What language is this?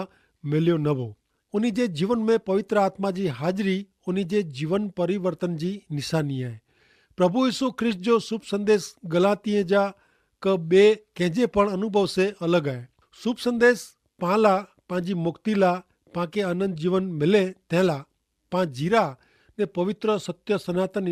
Kachhi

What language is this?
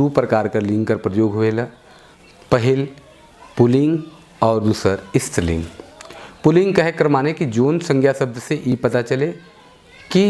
Sadri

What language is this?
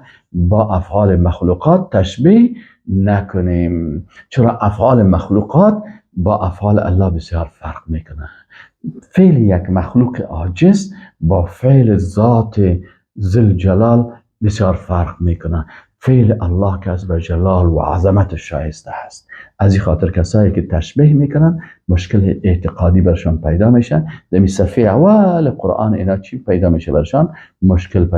Persian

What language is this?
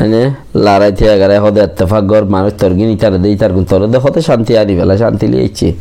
Rohingya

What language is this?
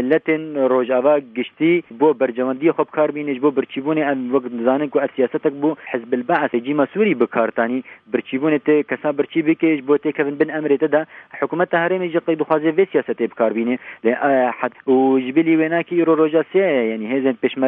Kurdish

